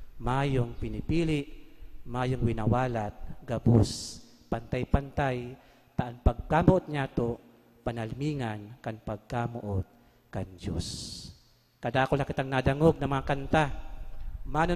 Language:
Bikol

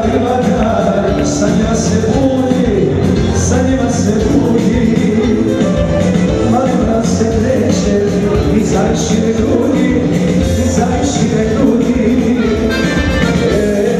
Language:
Croatian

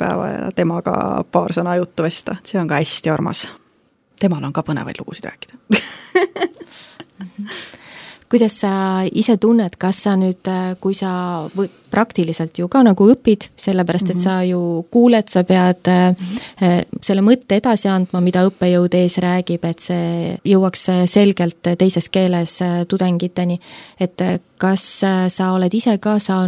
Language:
Estonian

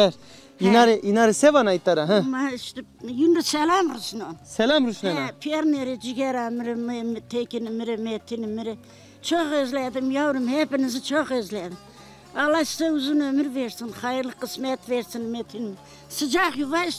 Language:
Zaza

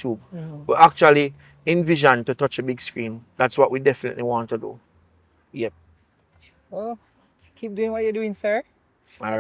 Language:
Jamaican Creole English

